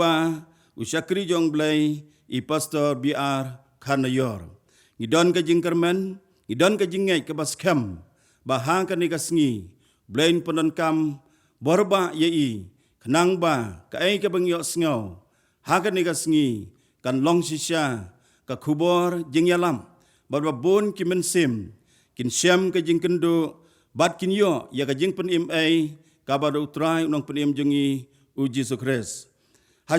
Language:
Khasi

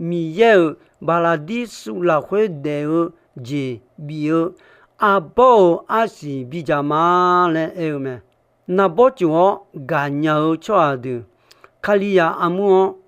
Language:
Akha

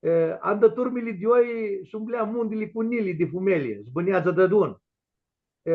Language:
Aromanian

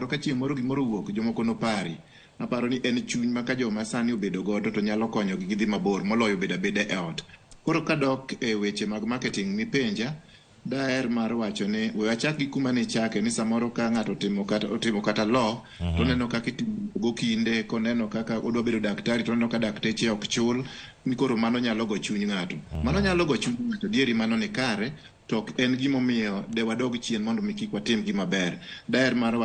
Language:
Luo (Kenya and Tanzania)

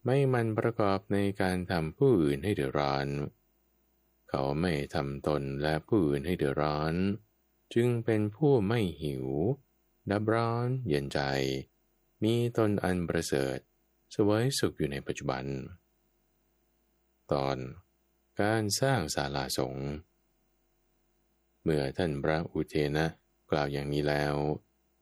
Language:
Thai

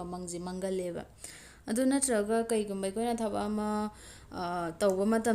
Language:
Manipuri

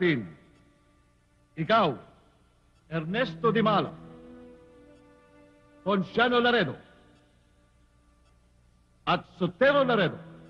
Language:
Filipino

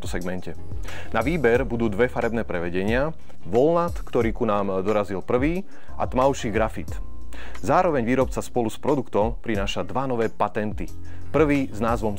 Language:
Slovak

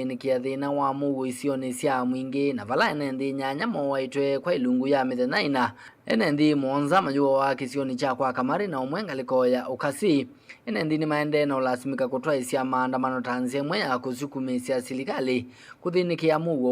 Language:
Kamba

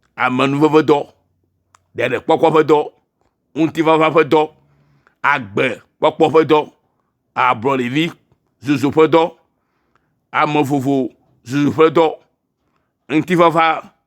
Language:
Ewe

